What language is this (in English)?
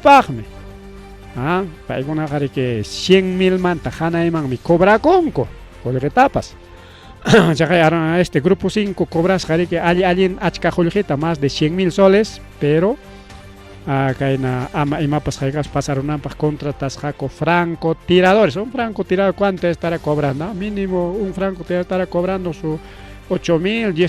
Ayacucho Quechua